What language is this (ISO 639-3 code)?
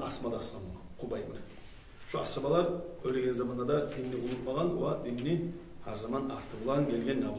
kum